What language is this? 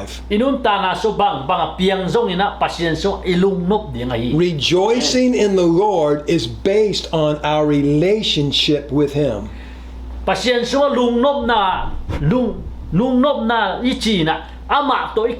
Tedim Chin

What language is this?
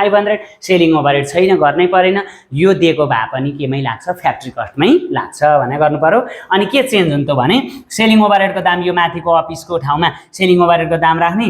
Nepali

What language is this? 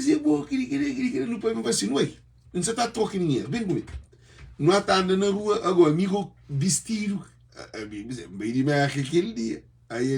Kabuverdianu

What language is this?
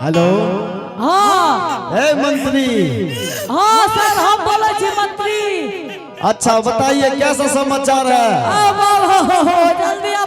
Angika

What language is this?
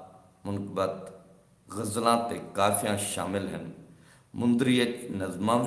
Saraiki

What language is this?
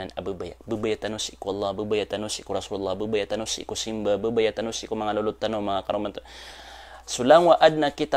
Maranao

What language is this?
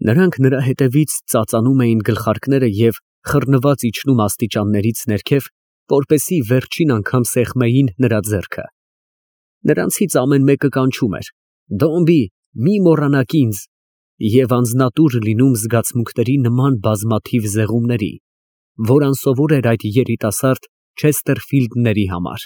Armenian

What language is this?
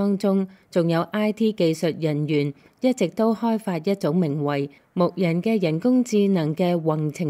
Cantonese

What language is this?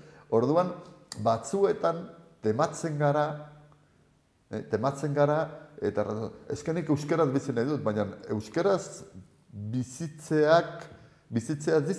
Basque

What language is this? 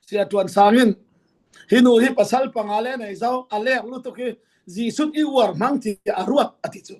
Falam Chin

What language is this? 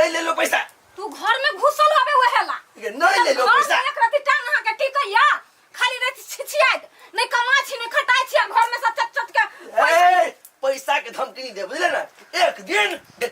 Maithili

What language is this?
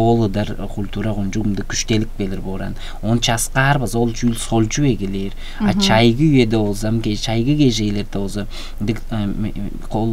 Tuvinian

